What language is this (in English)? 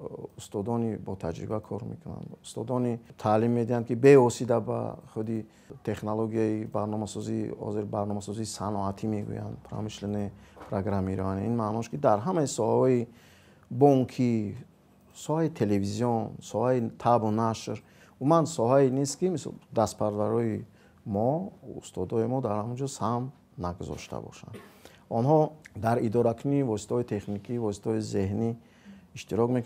Tajik